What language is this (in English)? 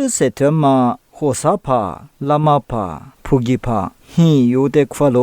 Lisu